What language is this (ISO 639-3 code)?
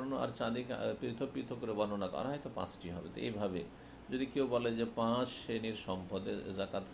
ben